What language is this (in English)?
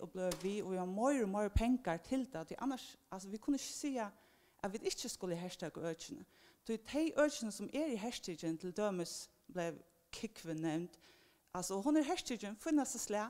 Faroese